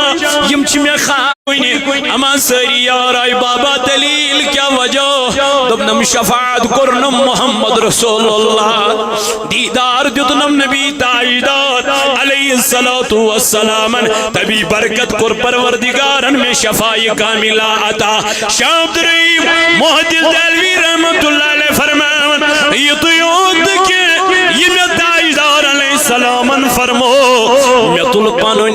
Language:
Kashmiri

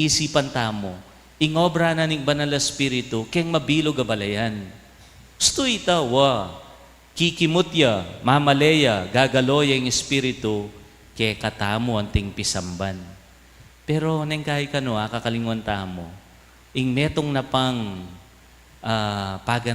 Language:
Pampanga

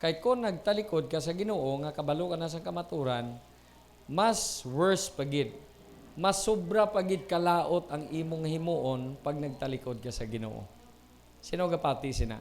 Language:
Hiligaynon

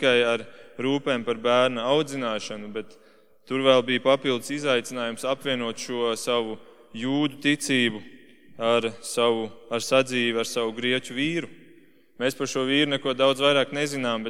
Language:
Latvian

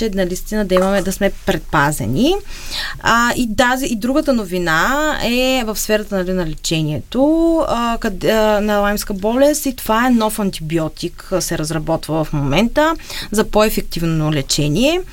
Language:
Bulgarian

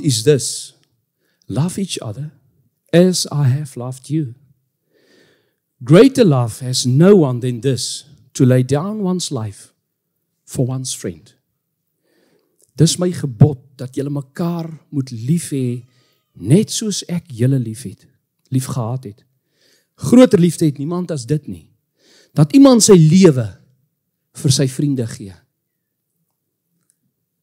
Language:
Afrikaans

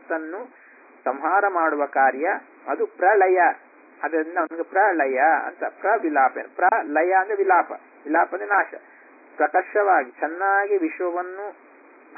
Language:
Kannada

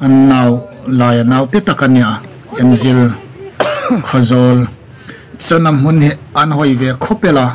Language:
Hmar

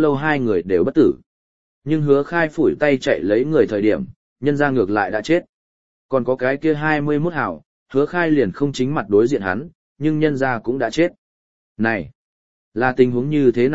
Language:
Vietnamese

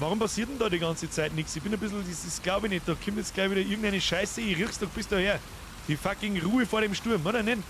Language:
Bavarian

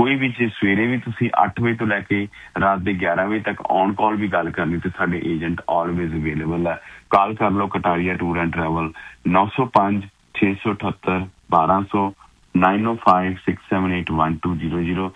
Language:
Punjabi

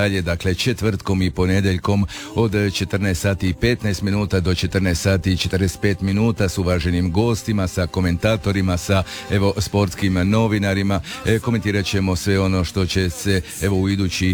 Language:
Croatian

